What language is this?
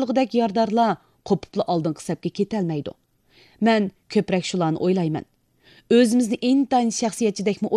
Uyghur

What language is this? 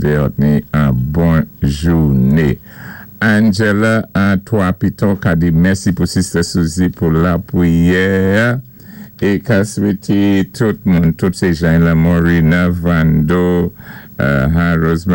Saint Lucian Creole French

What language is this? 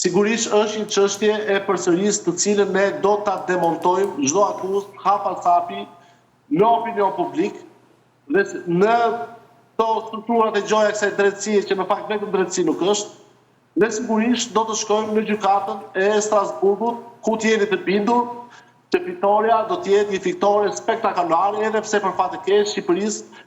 Albanian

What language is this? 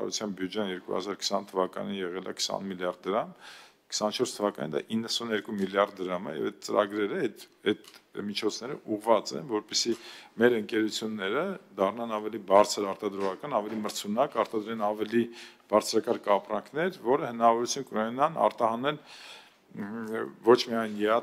Armenian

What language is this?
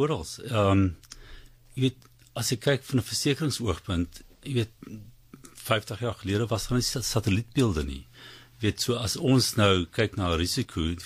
Afrikaans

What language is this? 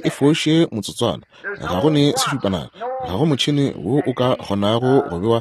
Northern Sotho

